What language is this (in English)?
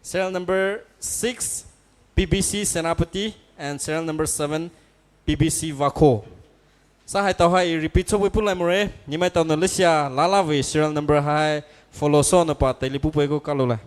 Poumei Naga